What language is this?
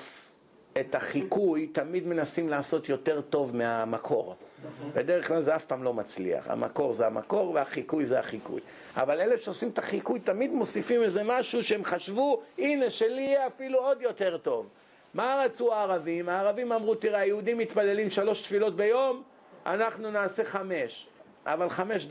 Hebrew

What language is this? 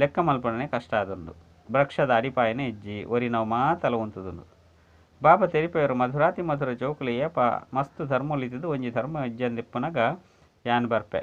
Tulu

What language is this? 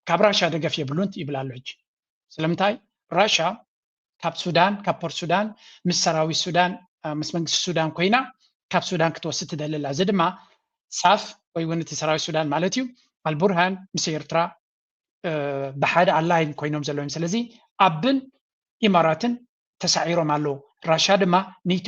Tigrinya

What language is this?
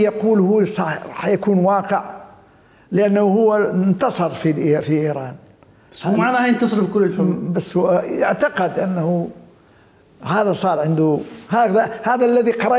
Mesopotamian Arabic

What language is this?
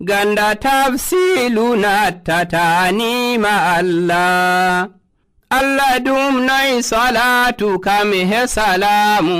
Nigerian Fulfulde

